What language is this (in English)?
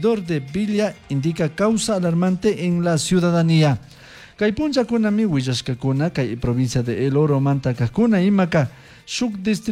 Chimborazo Highland Quichua